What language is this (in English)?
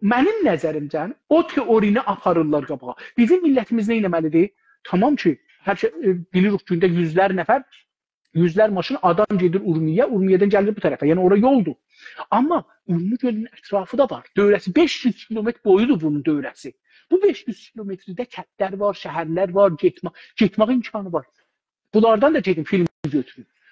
South Azerbaijani